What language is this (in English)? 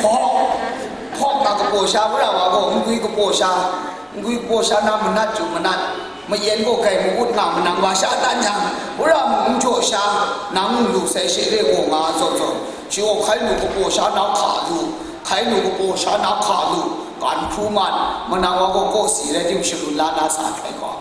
Kachin